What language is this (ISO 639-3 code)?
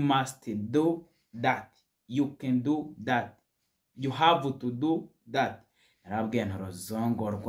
kin